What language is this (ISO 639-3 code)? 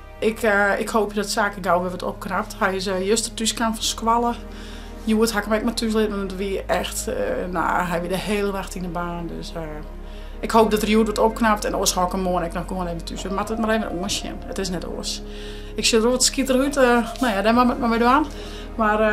fry